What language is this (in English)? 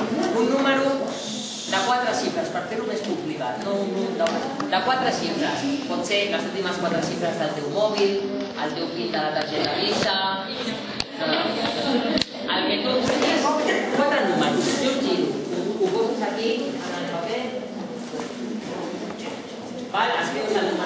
Catalan